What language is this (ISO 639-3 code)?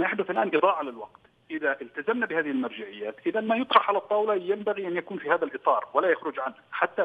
ara